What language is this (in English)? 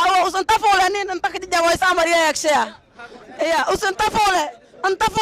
Somali